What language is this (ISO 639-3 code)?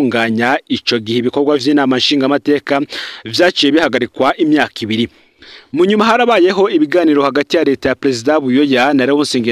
run